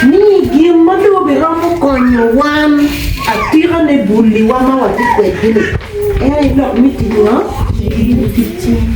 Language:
Acoli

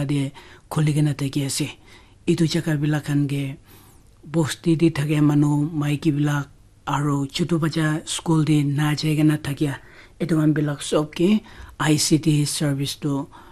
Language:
Naga Pidgin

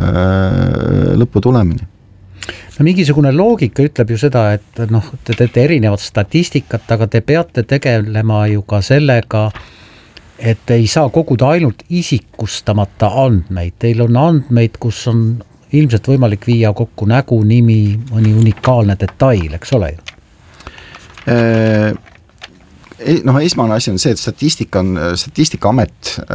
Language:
Estonian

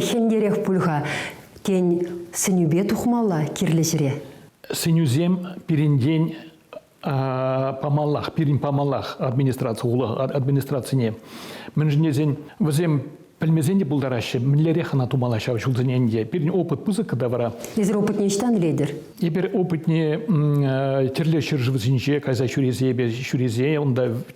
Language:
Chuvash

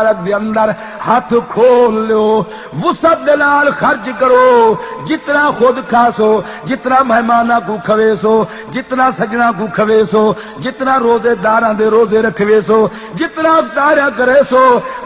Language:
Saraiki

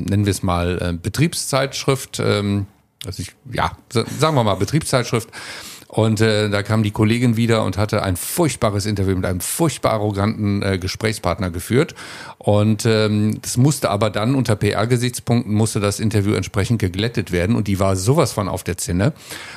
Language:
German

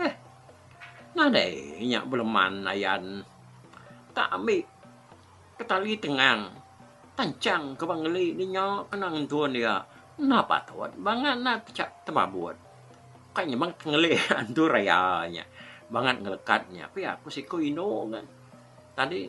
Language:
Iban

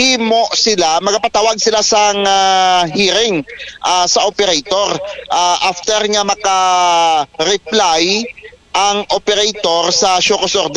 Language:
Hiligaynon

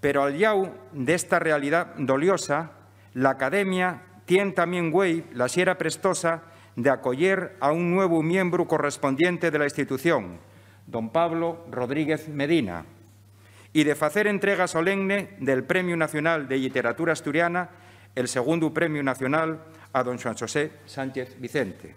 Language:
Asturian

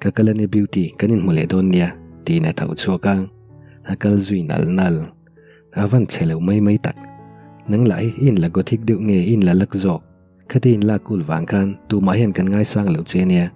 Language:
Mizo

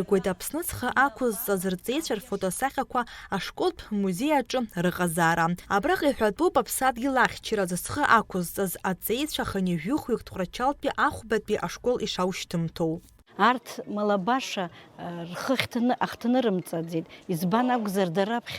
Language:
Abkhazian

